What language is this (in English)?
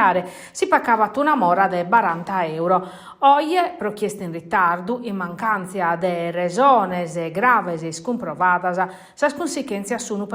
Sardinian